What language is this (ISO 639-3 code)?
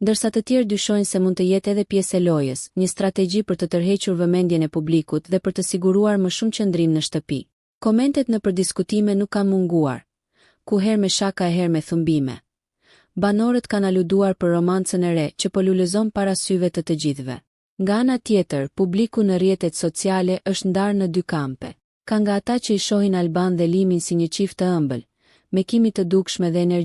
sqi